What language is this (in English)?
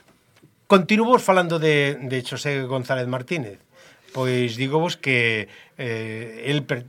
Galician